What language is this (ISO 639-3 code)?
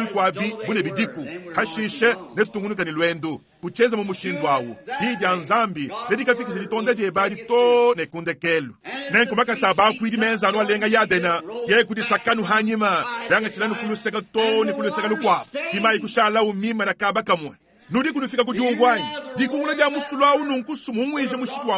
lua